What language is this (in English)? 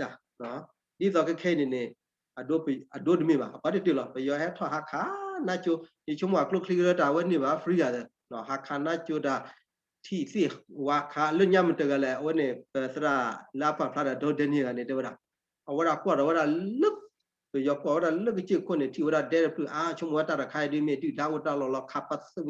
S'gaw Karen